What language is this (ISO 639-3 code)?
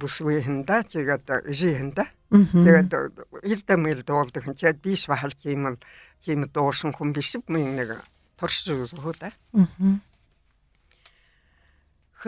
bua